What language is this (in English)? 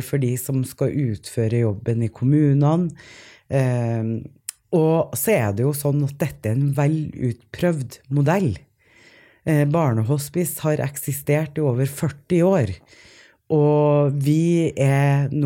Norwegian